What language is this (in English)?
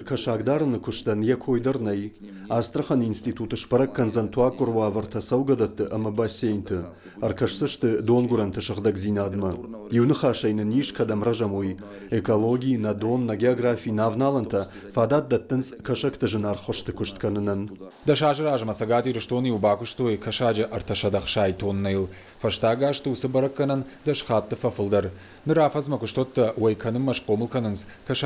Ossetic